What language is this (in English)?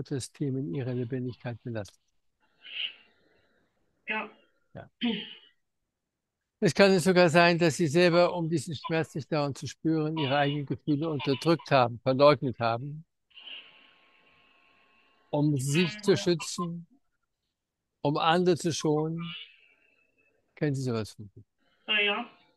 German